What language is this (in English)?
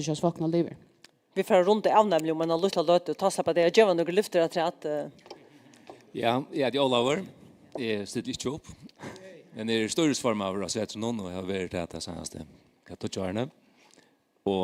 Faroese